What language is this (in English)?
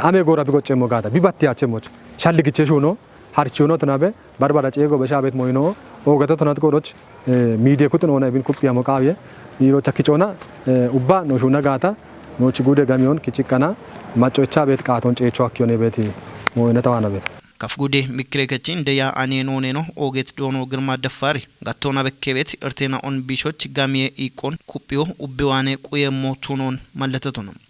Kafa